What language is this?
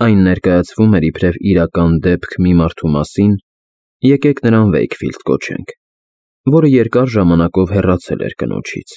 Armenian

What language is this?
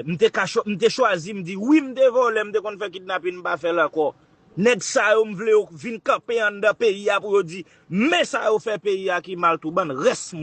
Haitian Creole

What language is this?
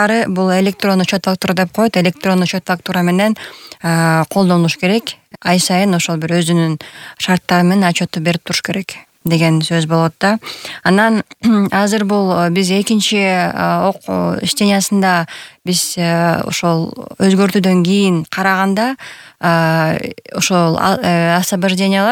Kyrgyz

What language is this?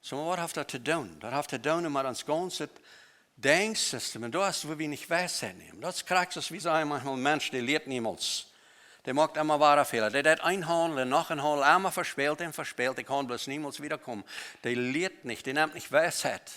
Plautdietsch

